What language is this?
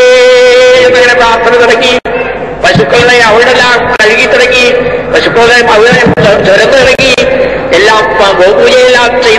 Malayalam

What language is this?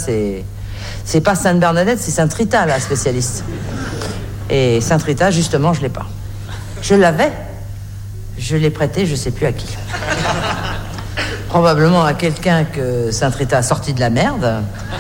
French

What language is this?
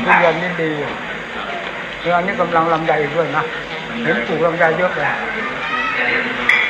Thai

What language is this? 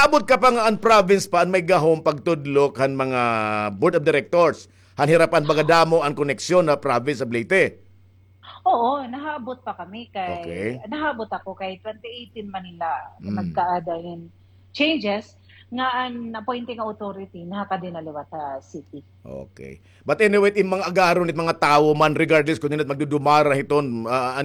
Waray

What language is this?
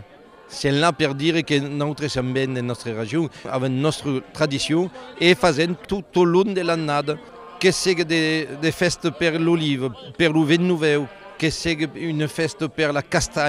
Occitan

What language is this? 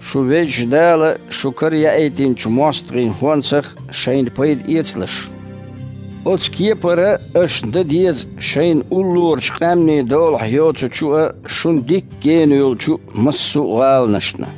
Chechen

